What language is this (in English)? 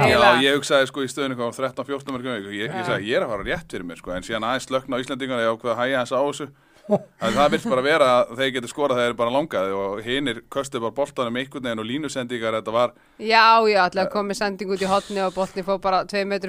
Icelandic